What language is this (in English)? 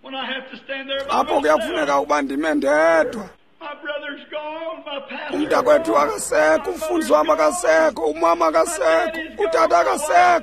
Xhosa